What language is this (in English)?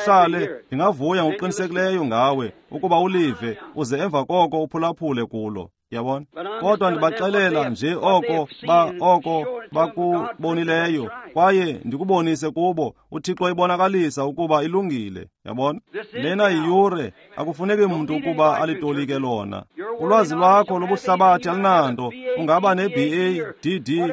Xhosa